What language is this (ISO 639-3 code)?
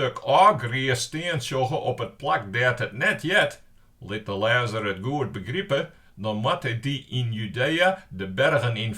fry